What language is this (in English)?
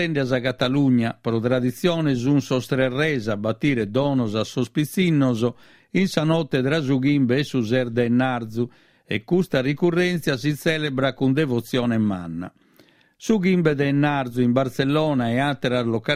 Sardinian